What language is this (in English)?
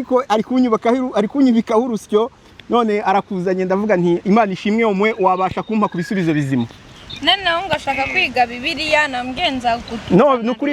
Kinyarwanda